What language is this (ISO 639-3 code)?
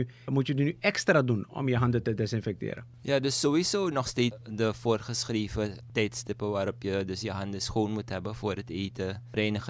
nld